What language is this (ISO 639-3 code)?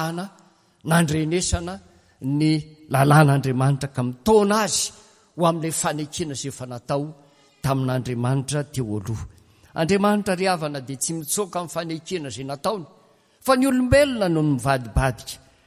mlg